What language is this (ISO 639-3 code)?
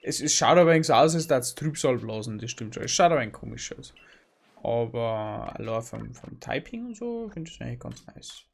bar